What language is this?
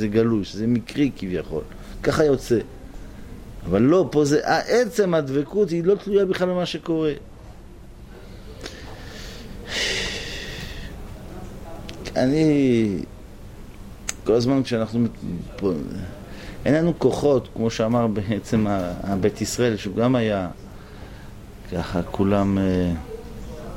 Hebrew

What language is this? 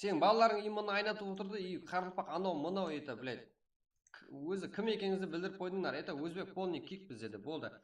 Kara-Kalpak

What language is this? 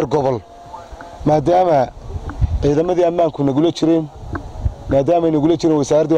Somali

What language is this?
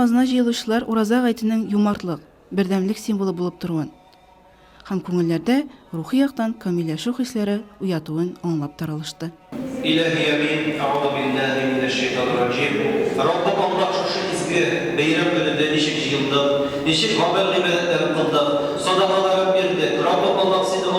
Tatar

